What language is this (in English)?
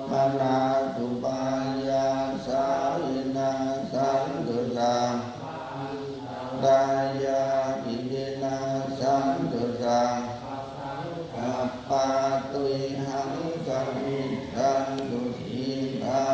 Pali